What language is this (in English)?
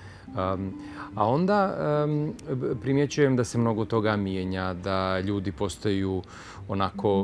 Croatian